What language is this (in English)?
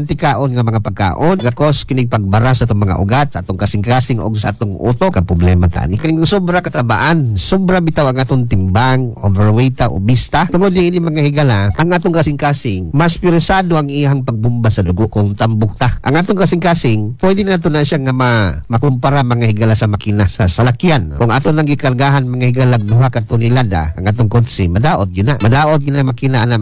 Cebuano